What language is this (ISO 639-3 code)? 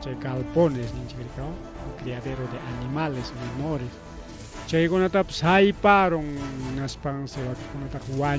quy